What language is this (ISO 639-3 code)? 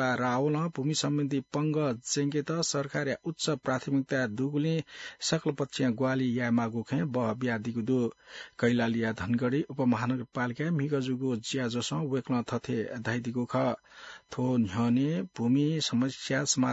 new